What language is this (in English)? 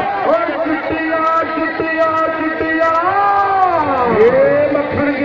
Punjabi